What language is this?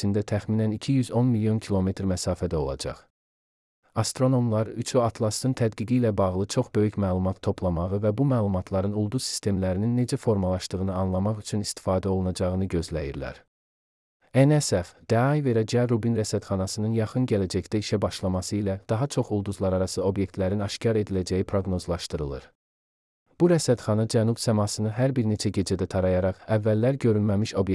Azerbaijani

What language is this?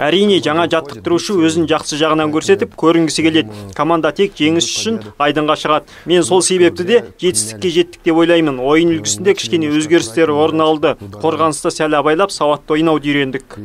Kazakh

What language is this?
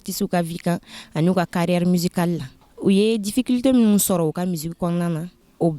Bambara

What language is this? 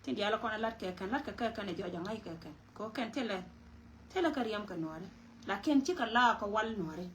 Nuer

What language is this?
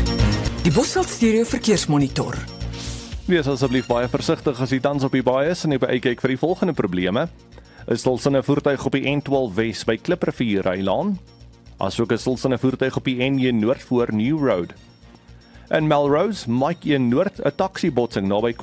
Afrikaans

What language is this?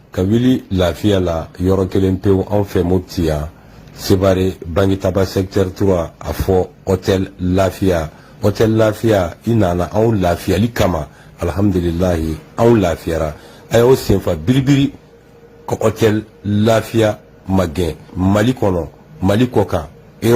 Bambara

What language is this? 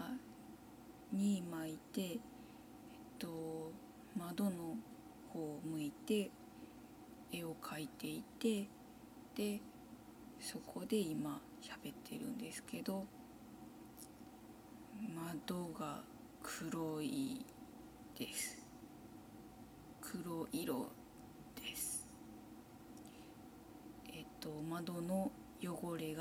Japanese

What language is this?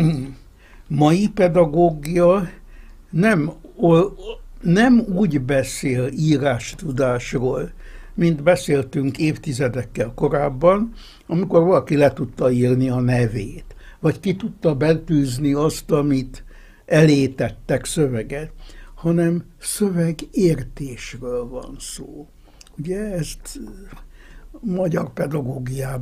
Hungarian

